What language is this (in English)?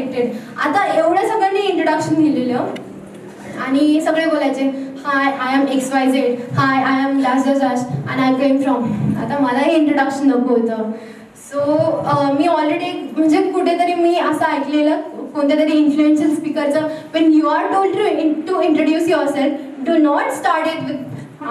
Marathi